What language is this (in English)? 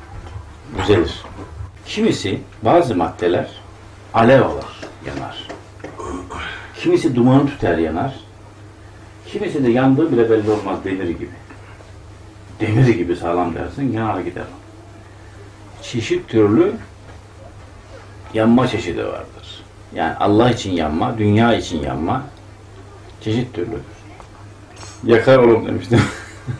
Turkish